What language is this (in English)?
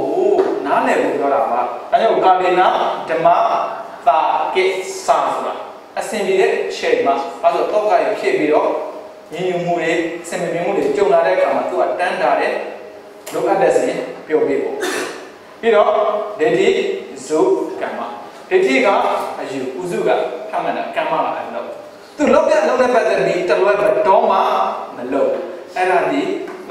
Burmese